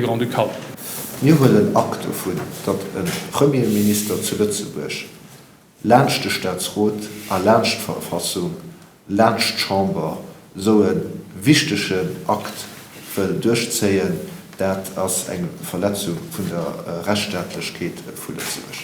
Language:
Luxembourgish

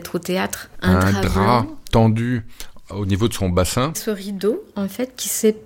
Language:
French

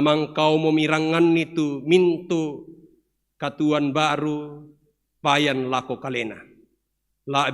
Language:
Toraja-Sa'dan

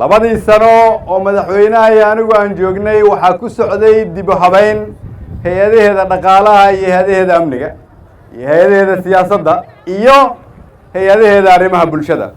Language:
Somali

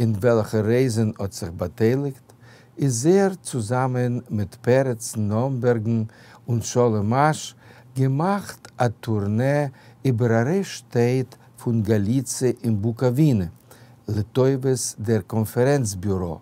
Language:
Yiddish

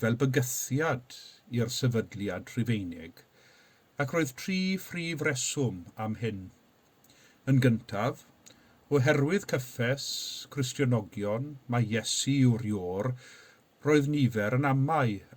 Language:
Welsh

